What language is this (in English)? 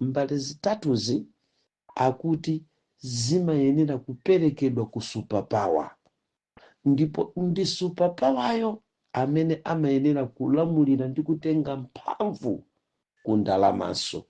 Nyanja